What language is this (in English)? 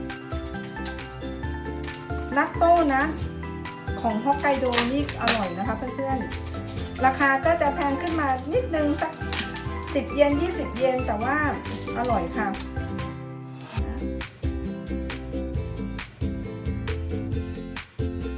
Thai